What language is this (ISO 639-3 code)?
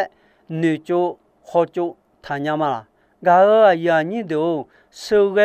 ahk